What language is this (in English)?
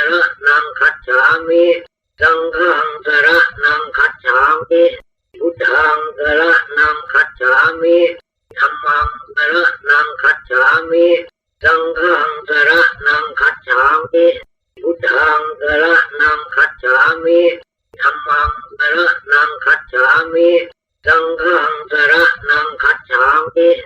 Pali